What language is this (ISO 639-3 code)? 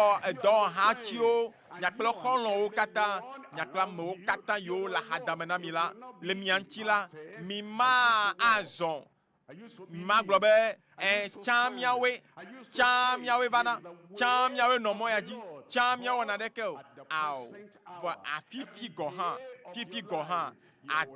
ewe